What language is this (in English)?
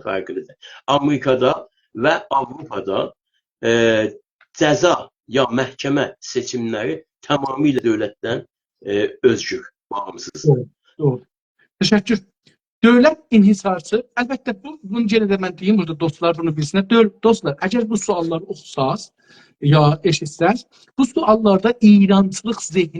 South Azerbaijani